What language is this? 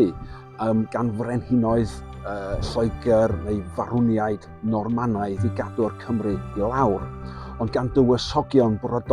Welsh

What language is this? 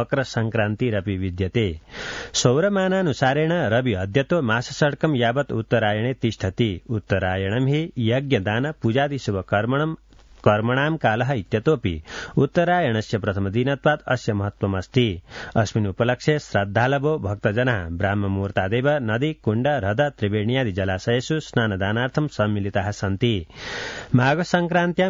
Sanskrit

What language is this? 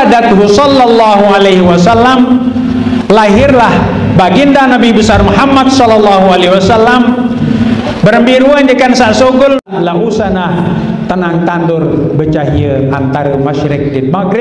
Sasak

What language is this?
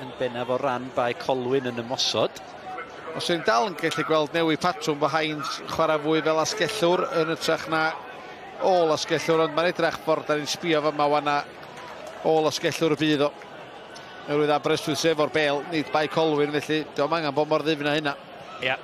Welsh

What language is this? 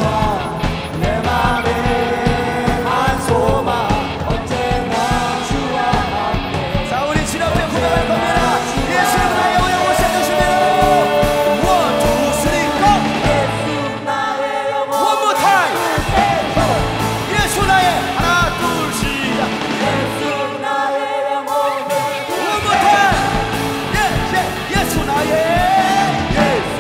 Korean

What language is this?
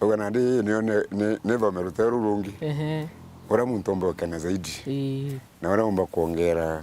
Meru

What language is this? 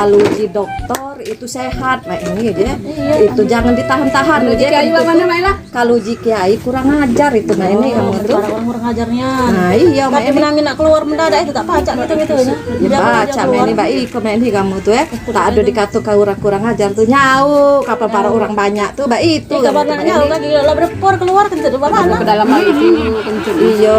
Musi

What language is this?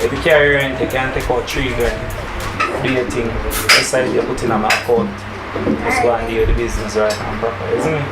Jamaican Creole English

